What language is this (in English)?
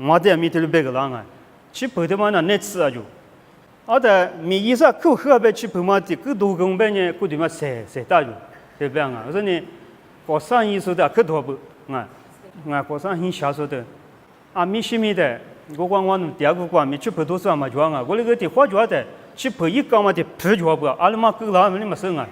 Lisu